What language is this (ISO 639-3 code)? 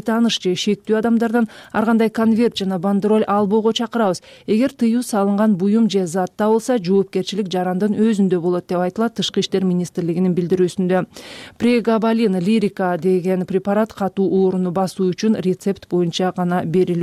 kir